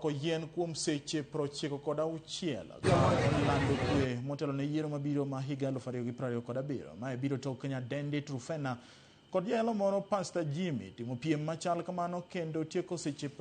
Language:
Luo (Kenya and Tanzania)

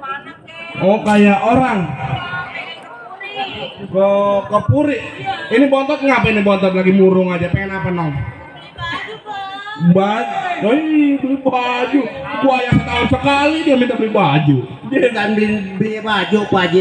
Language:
Betawi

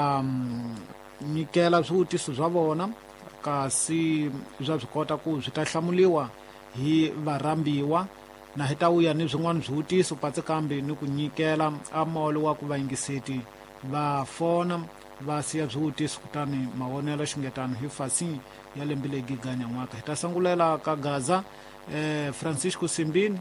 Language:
Tsonga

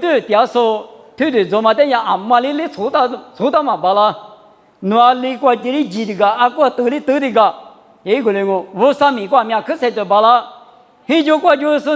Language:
Lisu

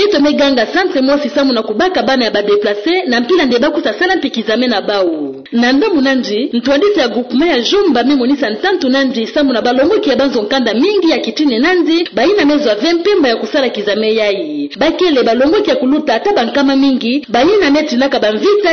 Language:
Kituba (Democratic Republic of Congo)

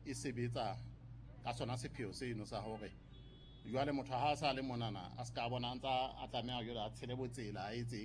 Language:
Southern Sotho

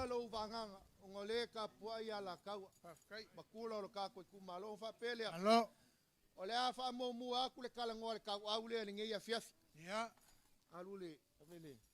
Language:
Samoan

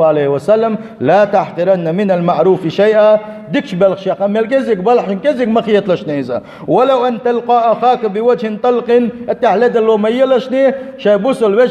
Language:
Chechen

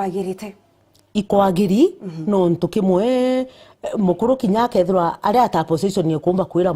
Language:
Meru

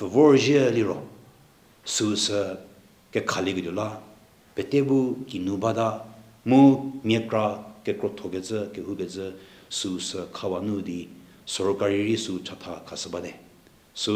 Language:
Angami Naga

